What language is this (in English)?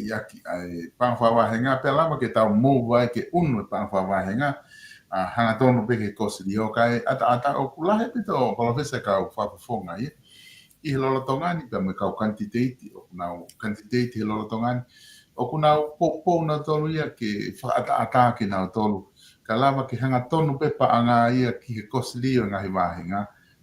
Tongan